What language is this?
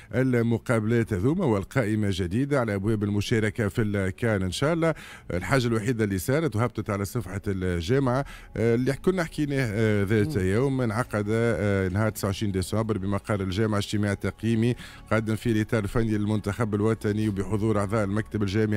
Tunisian Arabic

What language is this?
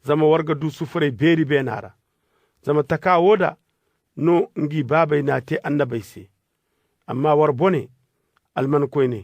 Koyraboro Senni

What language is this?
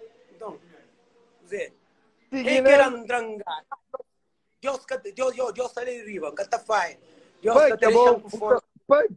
Kabuverdianu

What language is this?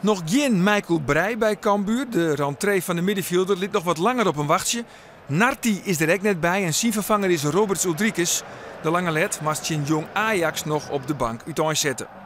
Western Frisian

